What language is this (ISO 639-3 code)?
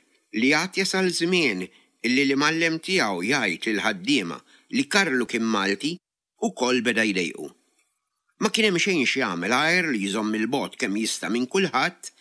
mlt